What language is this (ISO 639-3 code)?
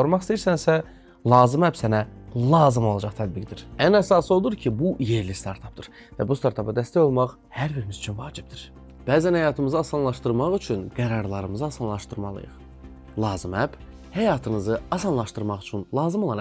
aze